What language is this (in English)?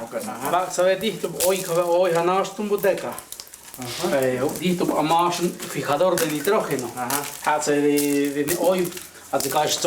Totontepec Mixe